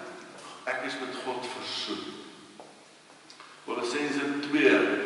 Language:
Afrikaans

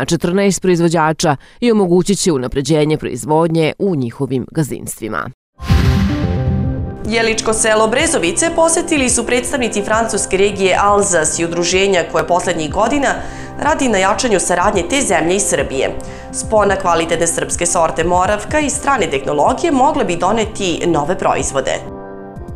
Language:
Serbian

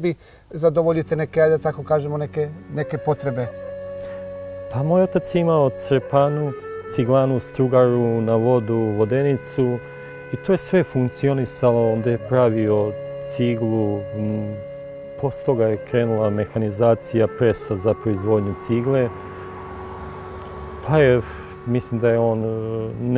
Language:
Serbian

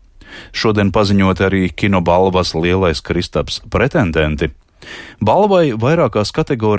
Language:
Latvian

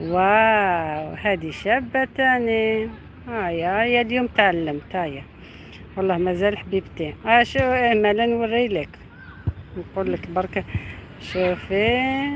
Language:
Algerian Arabic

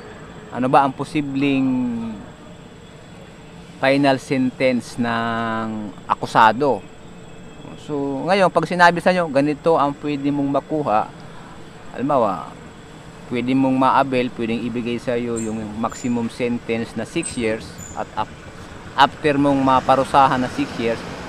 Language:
Filipino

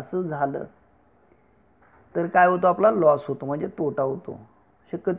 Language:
Marathi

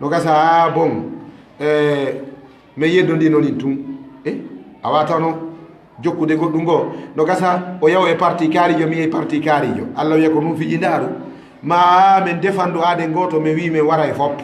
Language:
Fula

